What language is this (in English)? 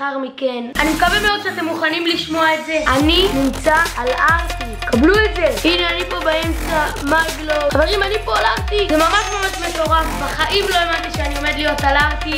Hebrew